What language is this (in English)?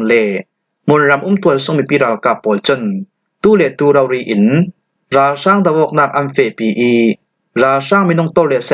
Falam Chin